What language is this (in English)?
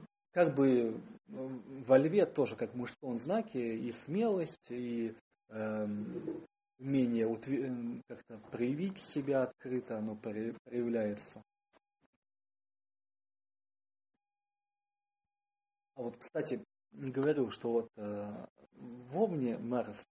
Russian